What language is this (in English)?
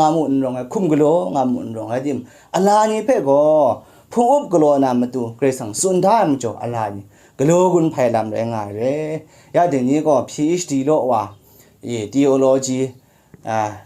Kachin